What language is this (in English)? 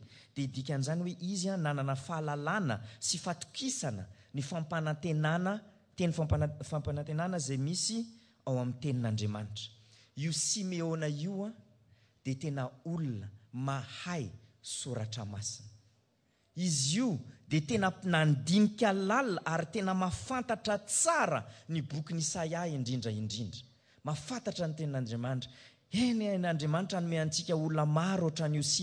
Malagasy